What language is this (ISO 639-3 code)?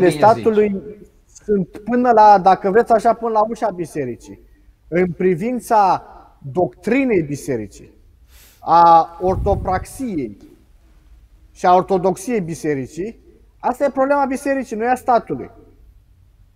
ron